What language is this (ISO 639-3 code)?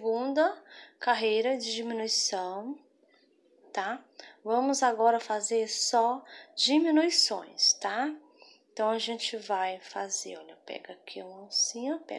por